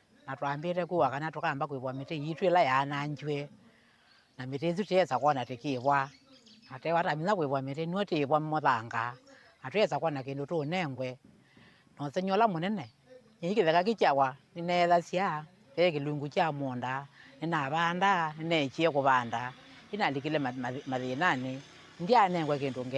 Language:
Kamba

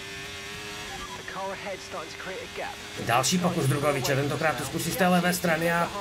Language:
Czech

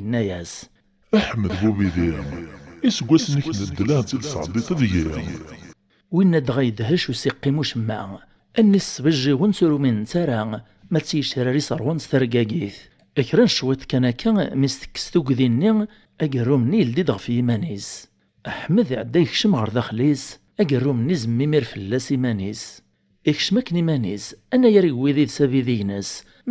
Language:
Kabyle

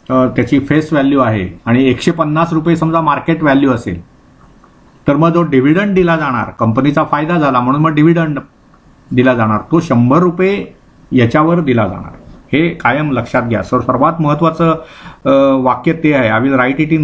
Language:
Marathi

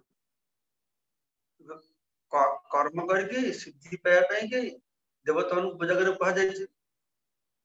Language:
Odia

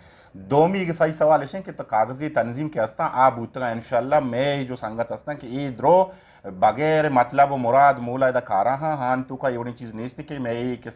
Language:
Eastern Balochi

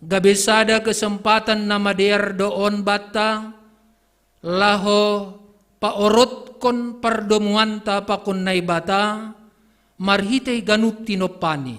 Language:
Batak Simalungun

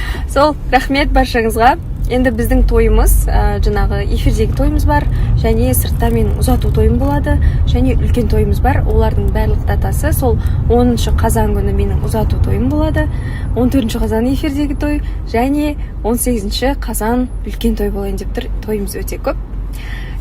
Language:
Kazakh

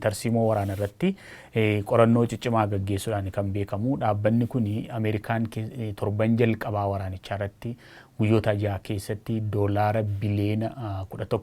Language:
Oromo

